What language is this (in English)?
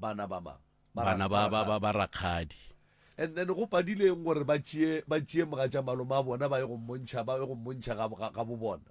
Northern Sotho